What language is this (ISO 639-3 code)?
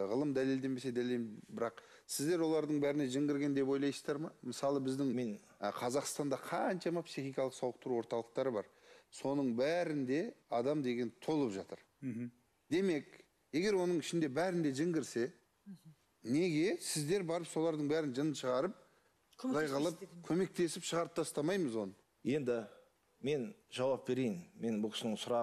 kaz